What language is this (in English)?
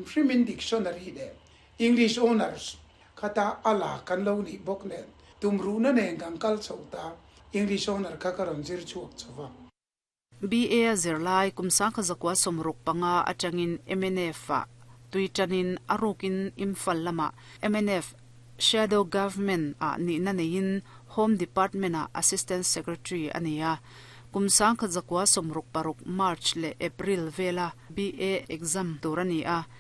Mizo